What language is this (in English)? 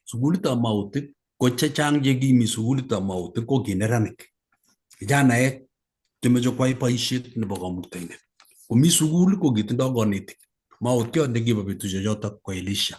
Kalenjin